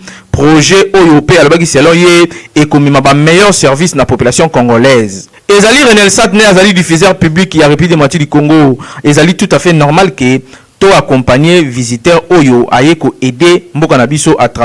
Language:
Lingala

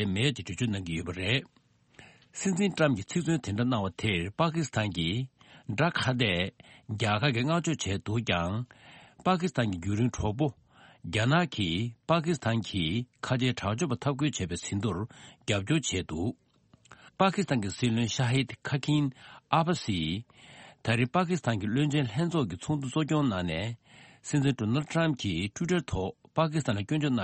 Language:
Tibetan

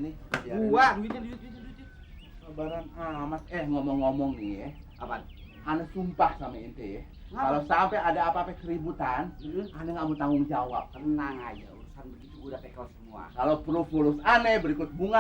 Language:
Betawi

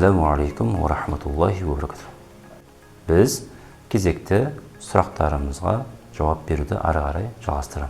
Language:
Kazakh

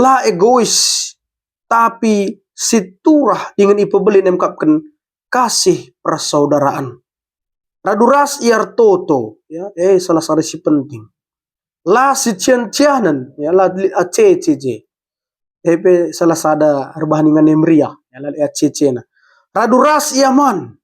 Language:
Batak Karo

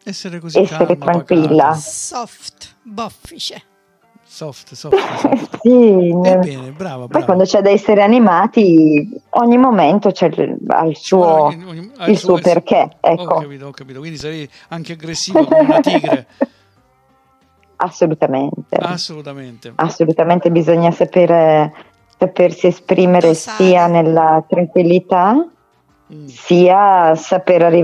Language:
Italian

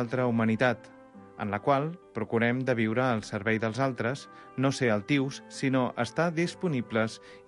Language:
Catalan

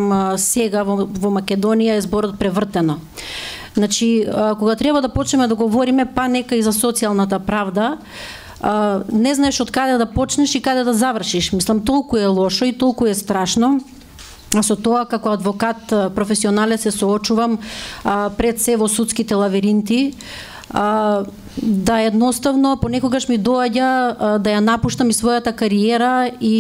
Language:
Macedonian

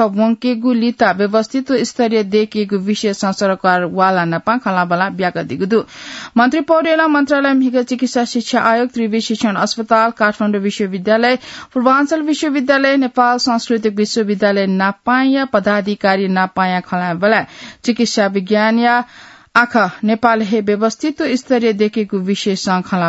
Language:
Newari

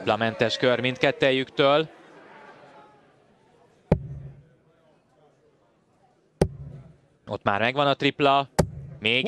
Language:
Hungarian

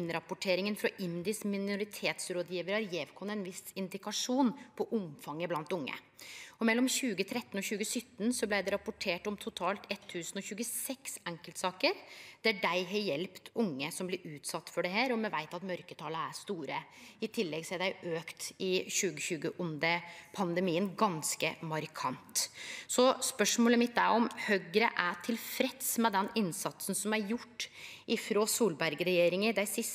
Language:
Norwegian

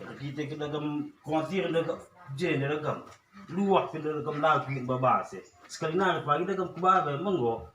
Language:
Batak Karo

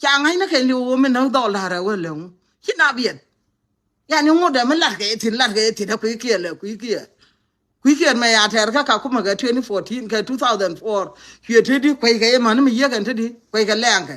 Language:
Nuer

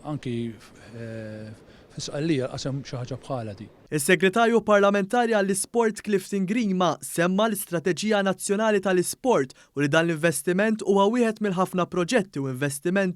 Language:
Maltese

